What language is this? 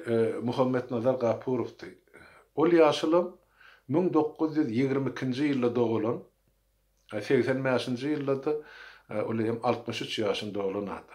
Turkmen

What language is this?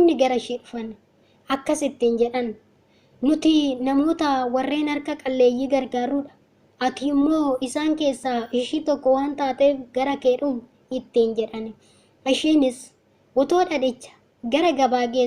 Oromo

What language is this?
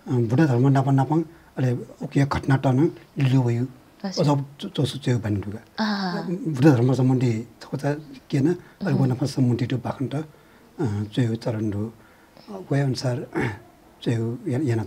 Newari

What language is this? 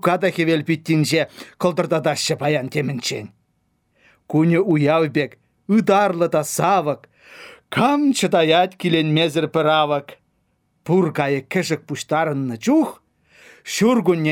Lithuanian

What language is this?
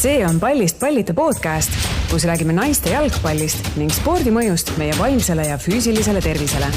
Estonian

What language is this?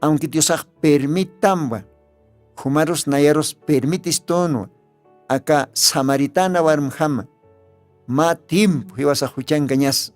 Aymara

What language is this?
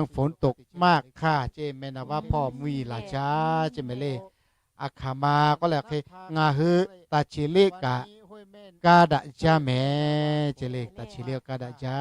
Lahu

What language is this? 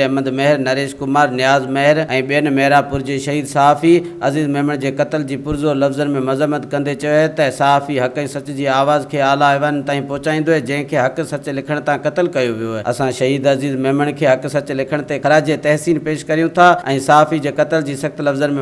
Sindhi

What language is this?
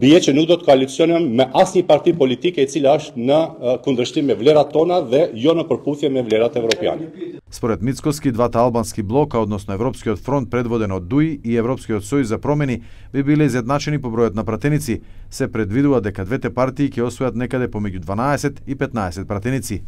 Macedonian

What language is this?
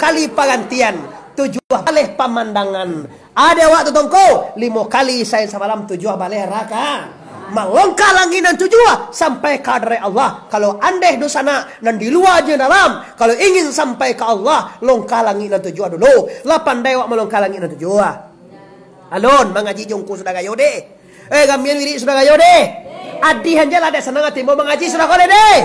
Minangkabau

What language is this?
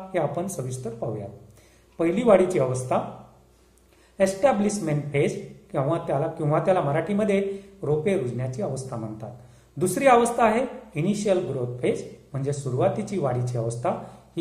Marathi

